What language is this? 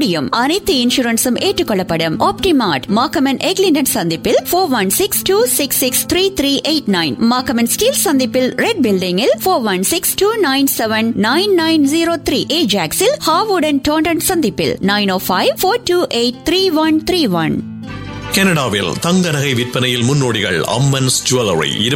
Tamil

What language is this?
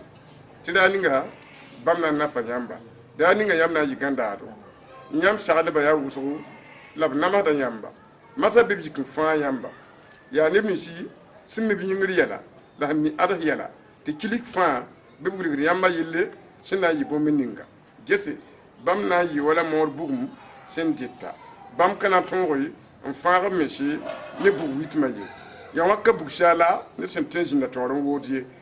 Mossi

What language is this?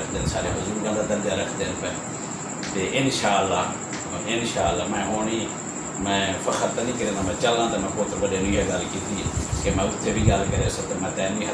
Saraiki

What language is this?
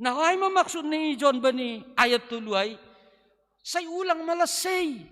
Batak Simalungun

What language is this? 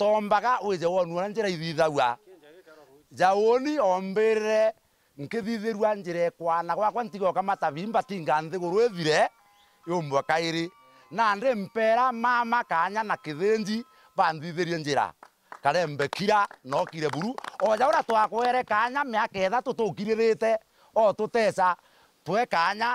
Meru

